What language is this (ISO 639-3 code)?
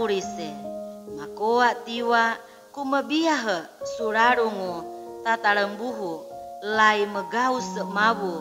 sxn